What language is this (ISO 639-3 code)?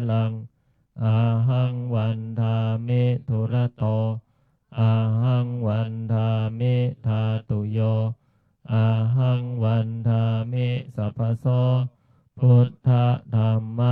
pli